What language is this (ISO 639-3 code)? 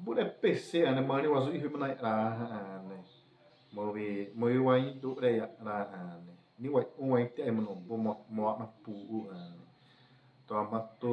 xav